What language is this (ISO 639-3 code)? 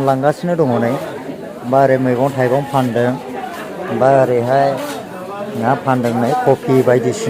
brx